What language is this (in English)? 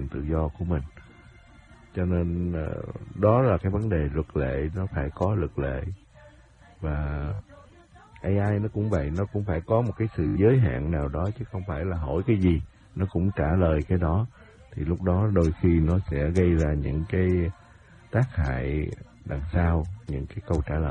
Vietnamese